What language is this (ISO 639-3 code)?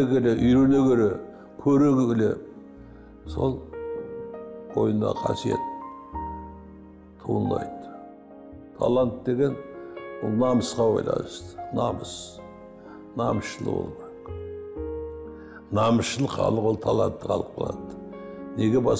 kaz